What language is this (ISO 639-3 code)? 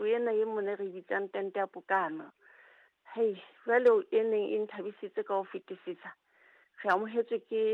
sot